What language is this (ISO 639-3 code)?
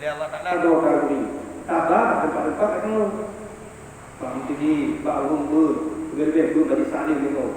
ace